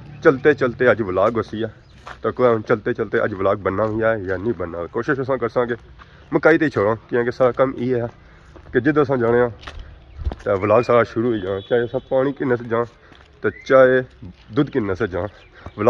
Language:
Pahari-Potwari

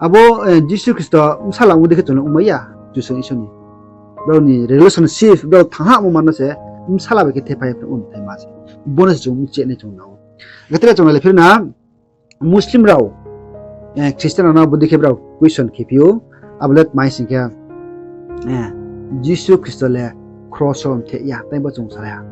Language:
Riang (India)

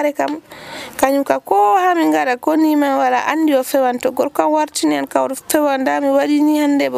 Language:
Nigerian Fulfulde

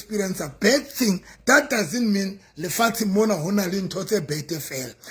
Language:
Southern Sotho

